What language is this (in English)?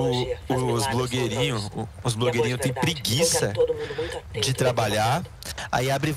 Portuguese